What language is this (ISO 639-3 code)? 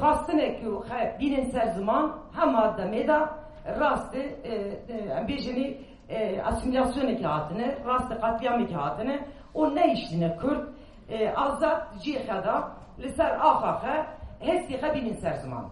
kur